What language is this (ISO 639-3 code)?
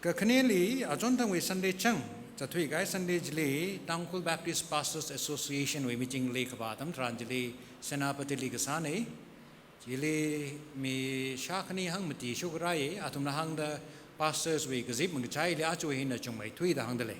nmf